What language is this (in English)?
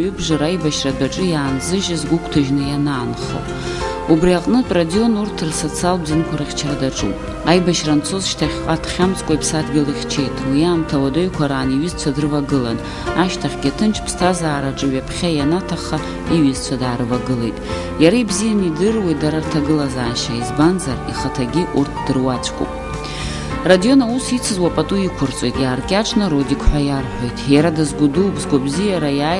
Abkhazian